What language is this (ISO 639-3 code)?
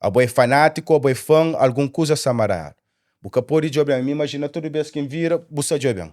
kea